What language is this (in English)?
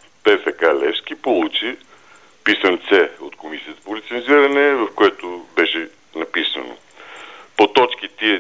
Bulgarian